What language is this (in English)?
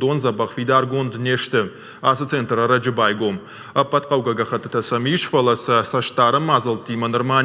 Ossetic